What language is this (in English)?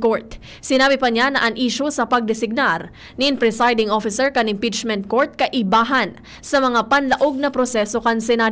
Bikol